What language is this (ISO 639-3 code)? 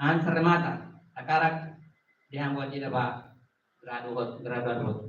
tet